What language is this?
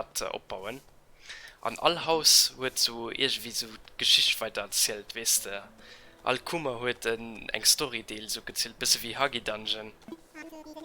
Luxembourgish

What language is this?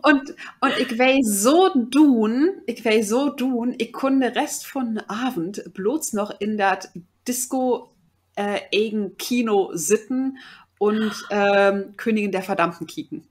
Low German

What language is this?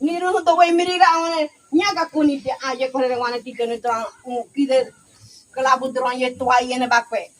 Ngäbere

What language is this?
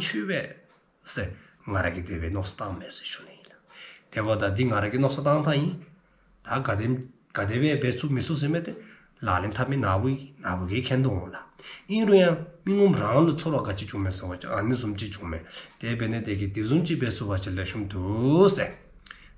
Dzongkha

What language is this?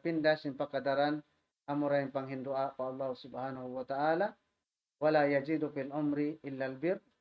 Tausug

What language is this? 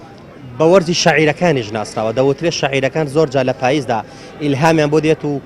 Central Kurdish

